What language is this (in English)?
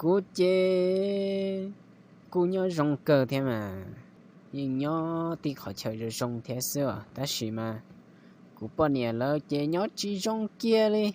Hmong